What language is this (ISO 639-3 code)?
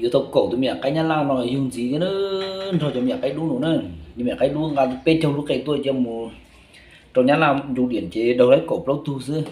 hmn